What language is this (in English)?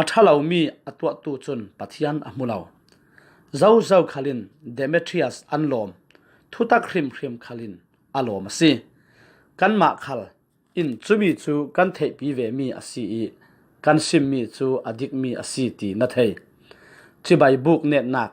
Falam Chin